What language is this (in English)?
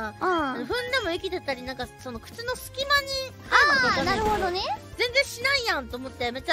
Japanese